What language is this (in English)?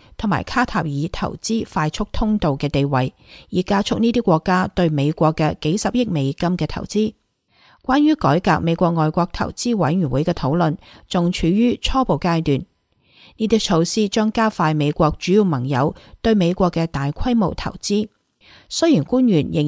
Cantonese